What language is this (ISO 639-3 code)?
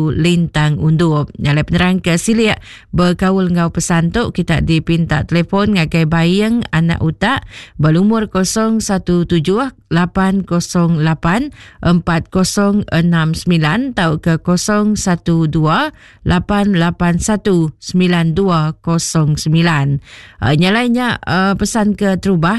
iba